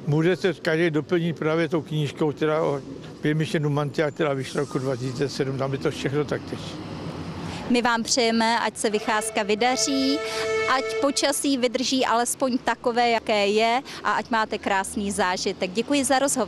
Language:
Czech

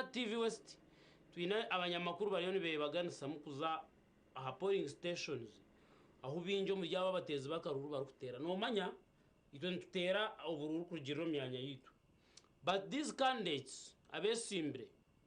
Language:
Nyankole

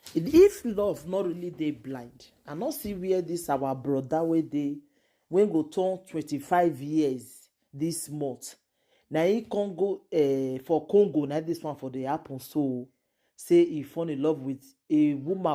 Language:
Nigerian Pidgin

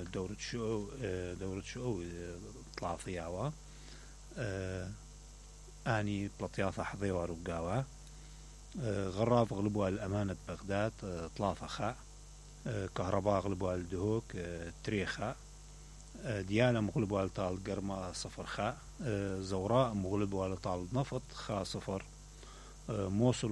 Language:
Mesopotamian Arabic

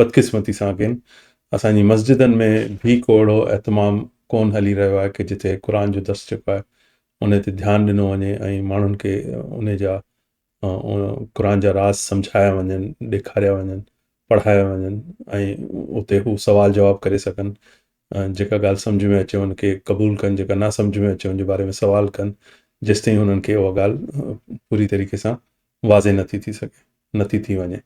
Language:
Sindhi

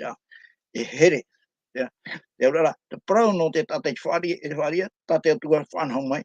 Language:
Tahitian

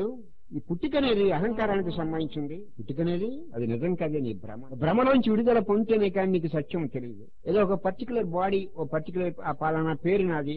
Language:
Telugu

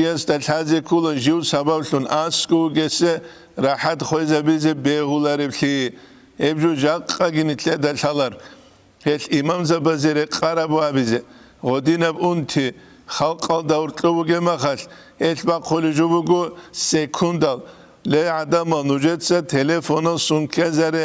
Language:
Avaric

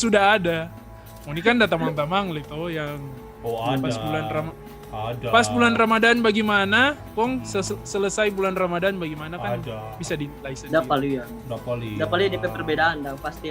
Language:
Manado Malay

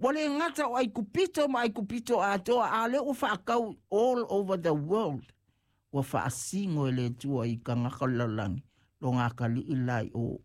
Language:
Samoan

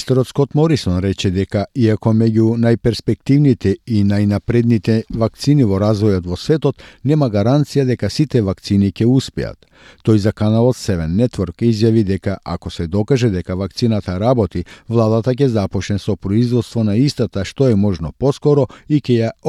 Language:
Macedonian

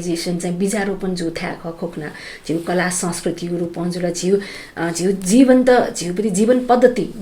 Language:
Newari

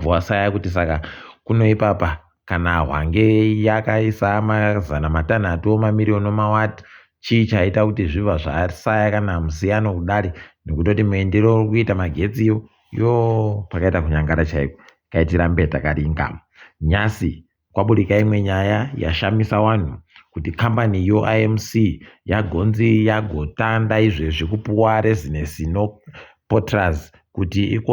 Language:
Ndau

